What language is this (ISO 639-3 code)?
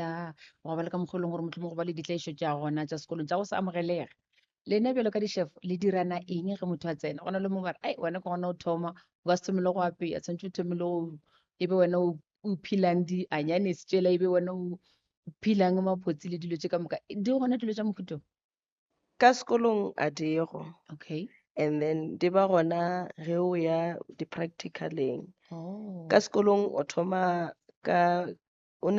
nso